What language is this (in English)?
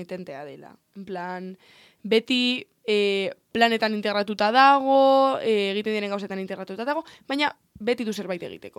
Basque